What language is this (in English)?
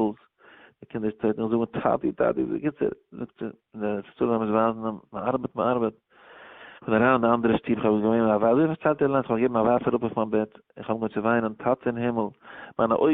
Yiddish